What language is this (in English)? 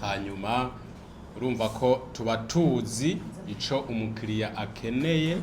Rundi